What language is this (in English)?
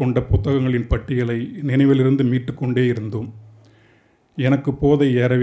Tamil